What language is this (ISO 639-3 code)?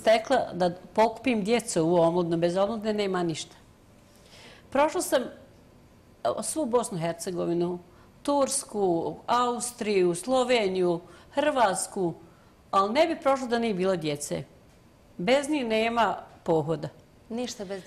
bos